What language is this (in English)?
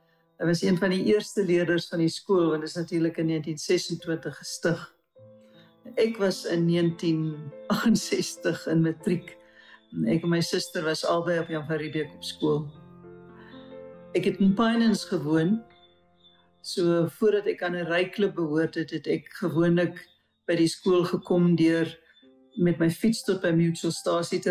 Afrikaans